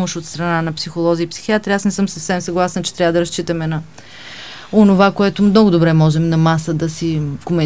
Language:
Bulgarian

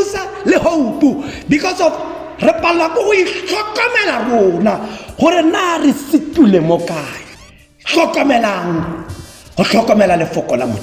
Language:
Tswana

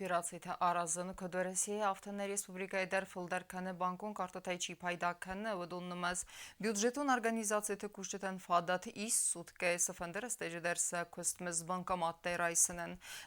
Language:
Ossetic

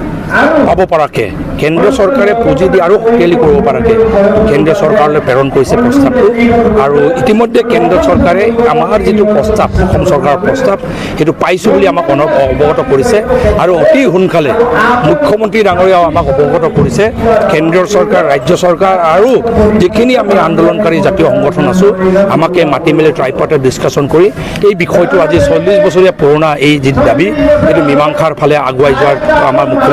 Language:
Assamese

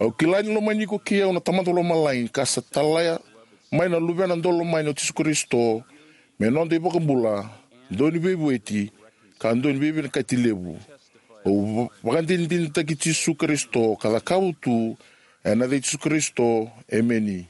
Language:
Fijian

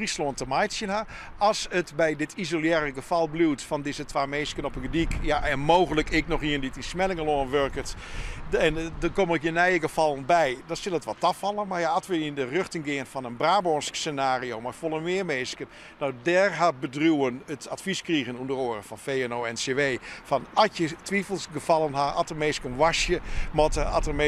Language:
Western Frisian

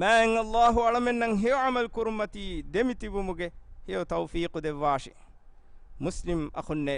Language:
Divehi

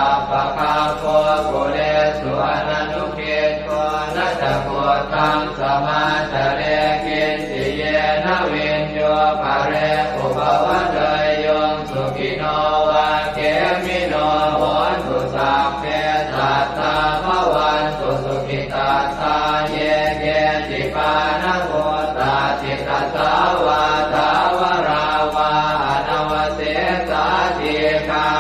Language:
Pali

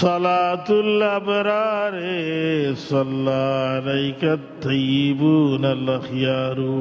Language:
Sylheti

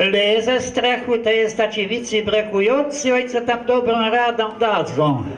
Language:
Kashubian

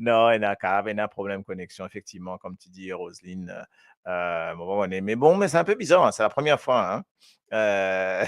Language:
Morisyen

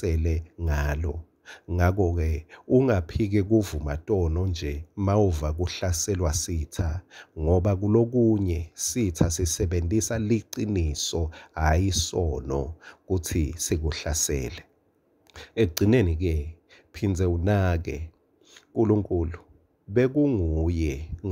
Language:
Swati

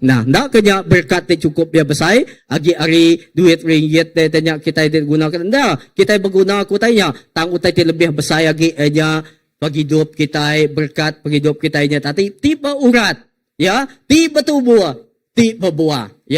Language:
Iban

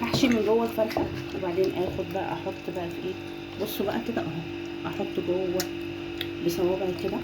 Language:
Egyptian Arabic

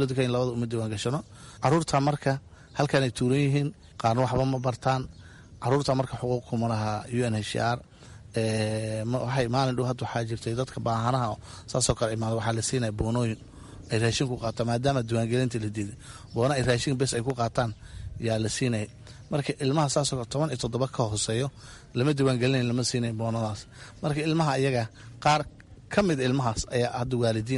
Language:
Somali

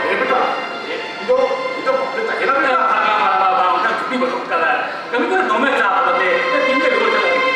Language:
Santali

